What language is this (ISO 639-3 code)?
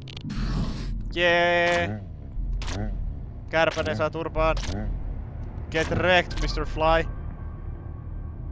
fin